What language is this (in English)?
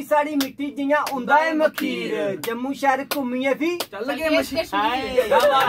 Dogri